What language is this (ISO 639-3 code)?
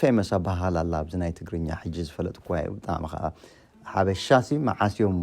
tir